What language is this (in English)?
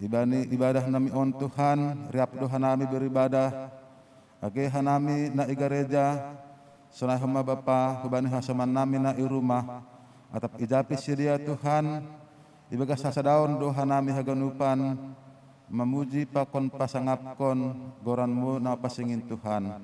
Batak Simalungun